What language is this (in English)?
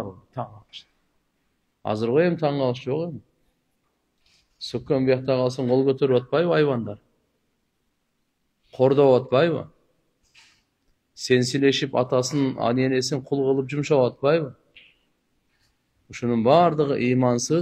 Kyrgyz